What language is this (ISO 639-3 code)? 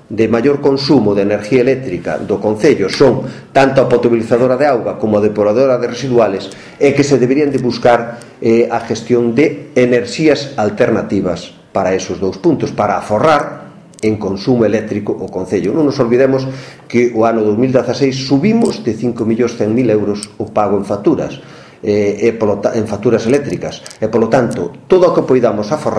glg